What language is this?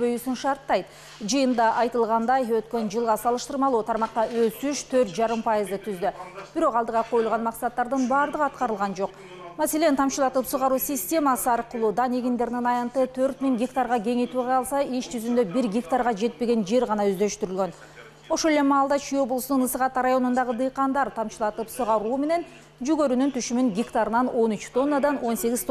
Kyrgyz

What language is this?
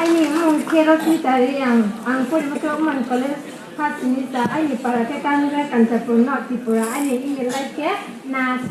Riang (India)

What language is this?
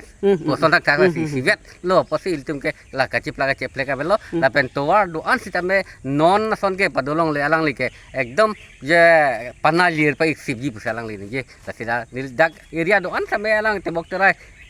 Karbi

